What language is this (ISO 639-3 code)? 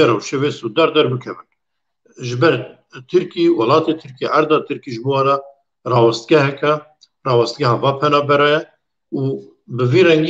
kur